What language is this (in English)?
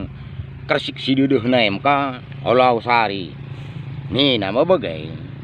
Batak Karo